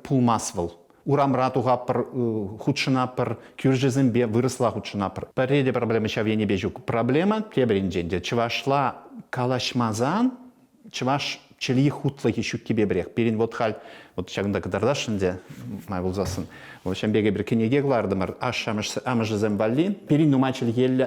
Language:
Chuvash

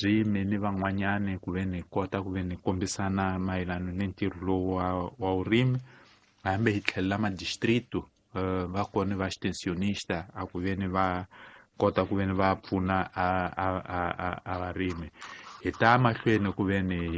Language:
Tsonga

